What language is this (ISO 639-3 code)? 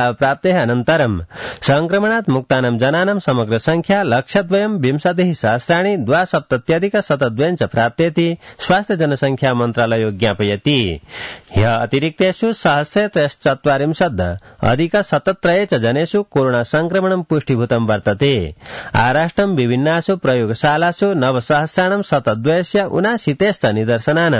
san